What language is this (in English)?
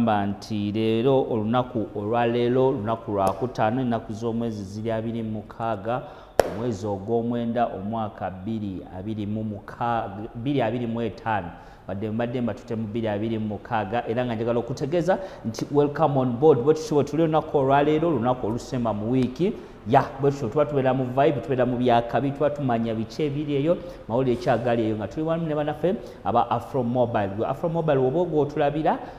Ganda